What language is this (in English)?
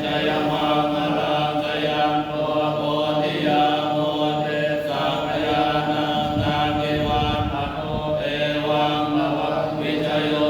Pali